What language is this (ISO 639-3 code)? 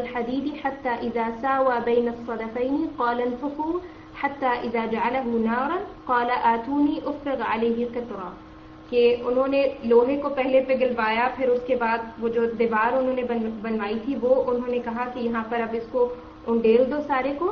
urd